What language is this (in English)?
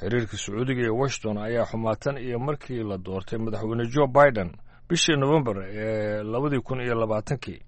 Somali